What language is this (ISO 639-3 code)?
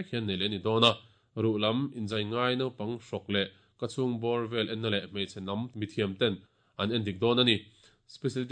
lus